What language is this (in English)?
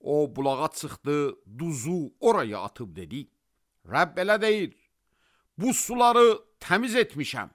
Azerbaijani